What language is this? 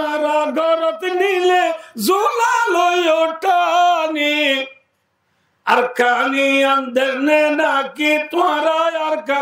Rohingya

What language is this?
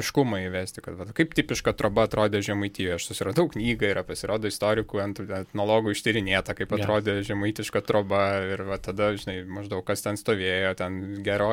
Lithuanian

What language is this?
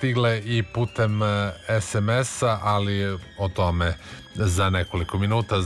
Serbian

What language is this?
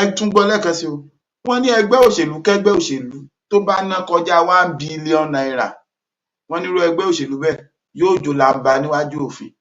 Yoruba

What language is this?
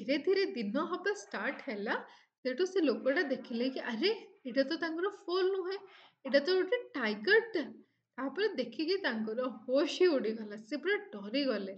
Odia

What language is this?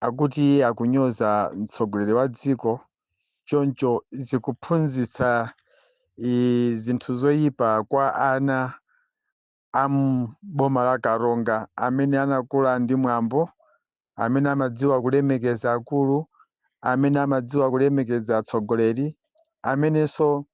Nyanja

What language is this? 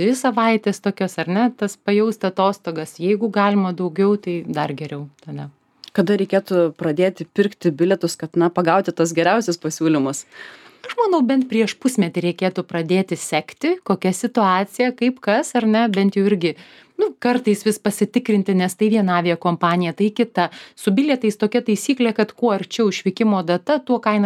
Lithuanian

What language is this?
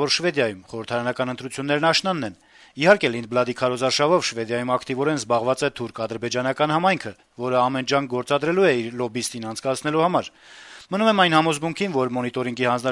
Armenian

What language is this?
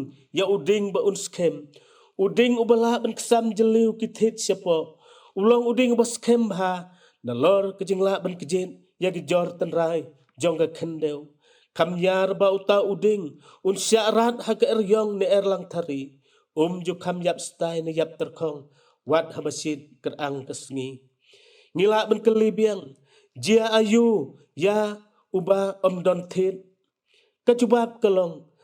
Khasi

